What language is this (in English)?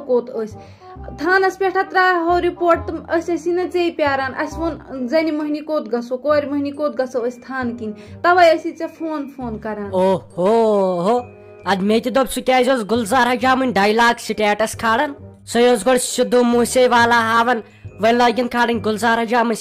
Kashmiri